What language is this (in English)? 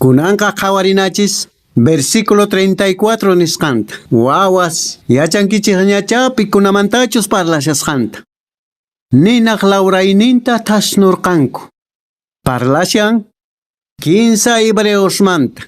Quechua